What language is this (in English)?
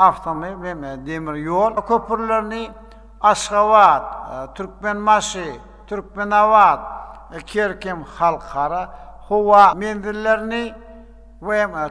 Turkmen